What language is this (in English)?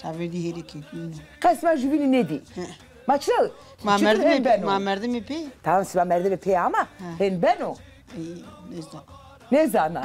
Zaza